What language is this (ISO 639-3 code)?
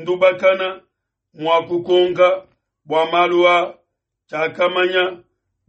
lua